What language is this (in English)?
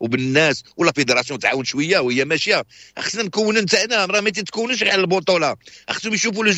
Moroccan Arabic